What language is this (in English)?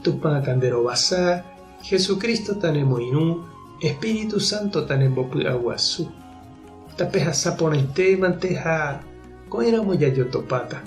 Guarani